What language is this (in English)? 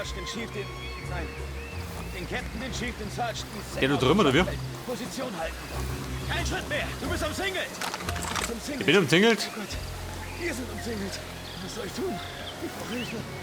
Bavarian